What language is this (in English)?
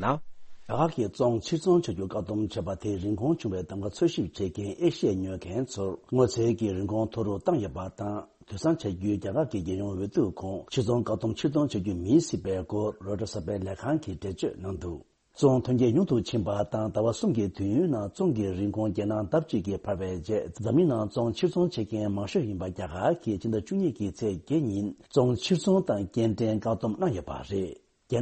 Tibetan